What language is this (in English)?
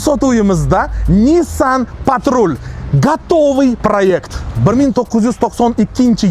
Uzbek